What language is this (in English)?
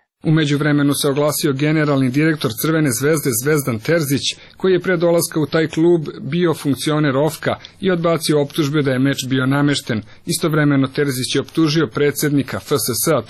Serbian